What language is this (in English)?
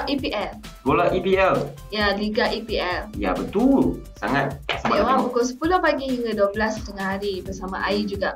Malay